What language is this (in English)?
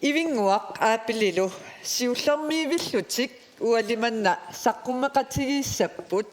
Kalaallisut